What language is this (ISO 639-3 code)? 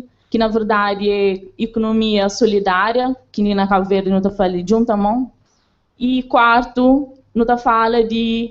kea